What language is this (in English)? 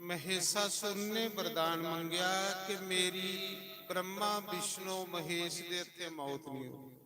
Dogri